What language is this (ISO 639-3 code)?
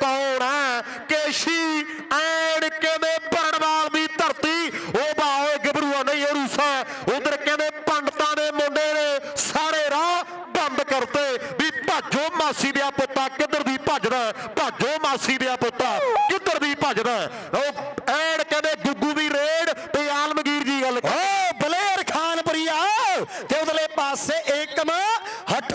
pan